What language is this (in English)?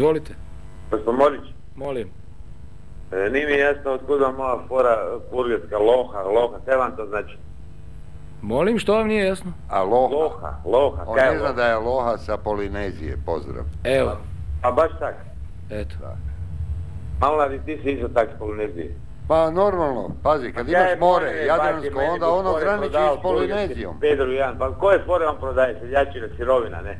Croatian